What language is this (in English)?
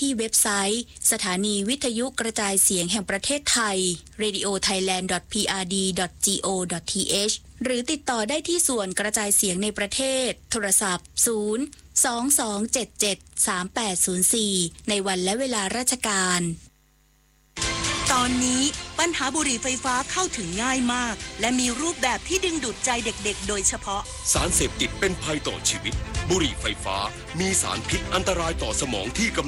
Thai